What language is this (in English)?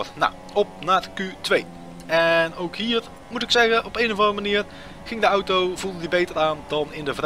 Dutch